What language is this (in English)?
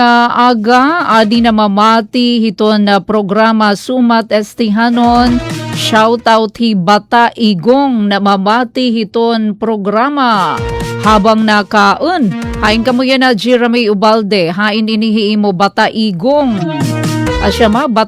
Waray